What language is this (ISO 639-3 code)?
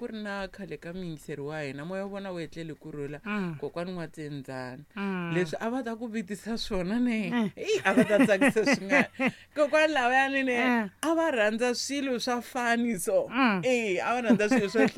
tso